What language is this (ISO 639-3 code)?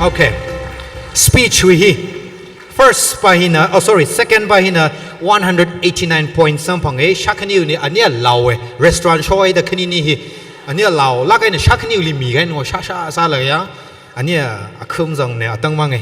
nmf